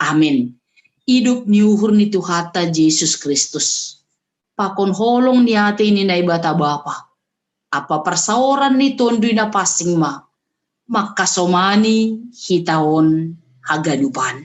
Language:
Batak Simalungun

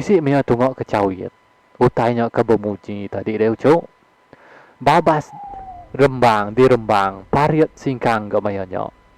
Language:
Iban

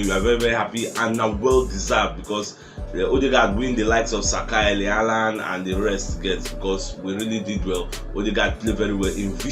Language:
Nigerian Pidgin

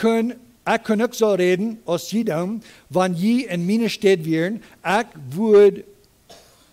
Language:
Plautdietsch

